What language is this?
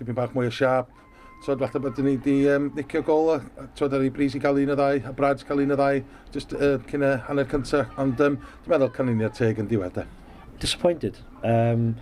Welsh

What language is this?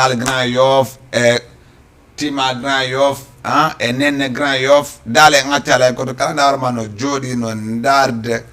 Fula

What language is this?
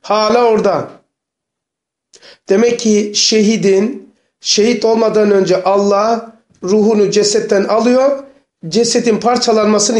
Turkish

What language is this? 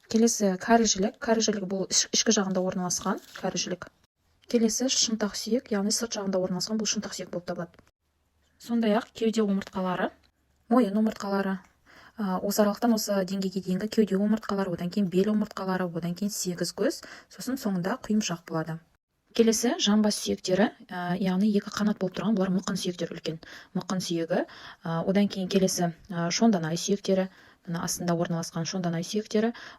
Kazakh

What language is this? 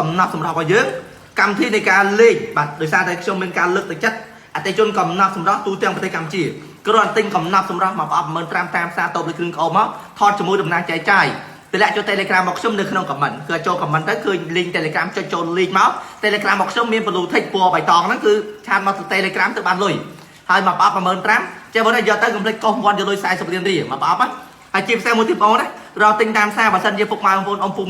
Khmer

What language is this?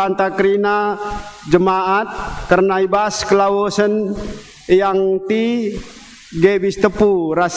Batak Karo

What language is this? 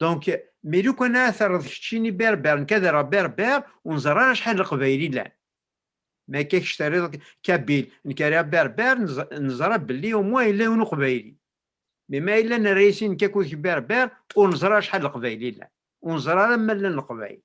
Kabyle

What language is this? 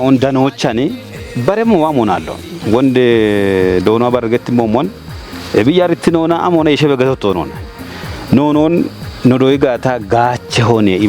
Kafa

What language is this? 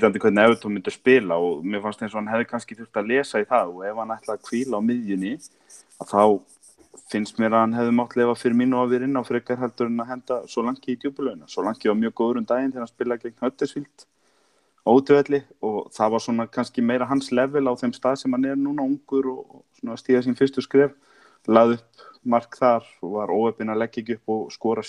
Icelandic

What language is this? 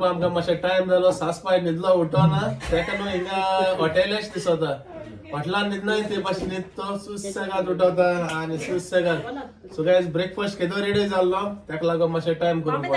Konkani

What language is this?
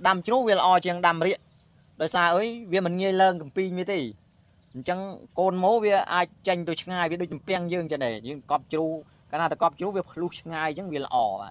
Khmer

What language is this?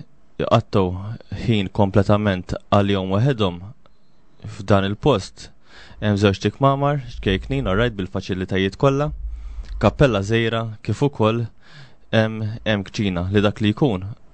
Maltese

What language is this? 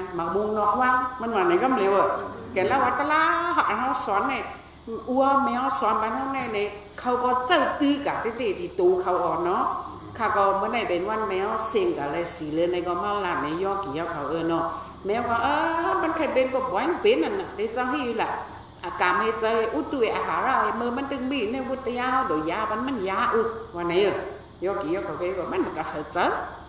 Shan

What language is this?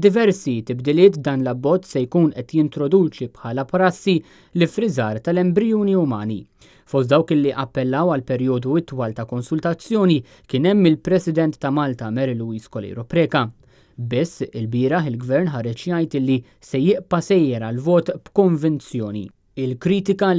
Maltese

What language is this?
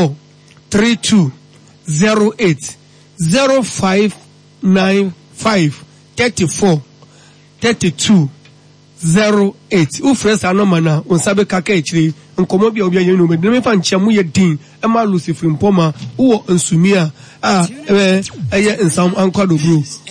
Akan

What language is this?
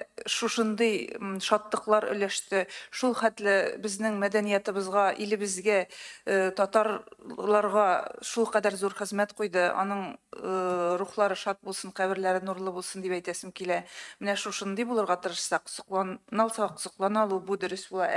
Tatar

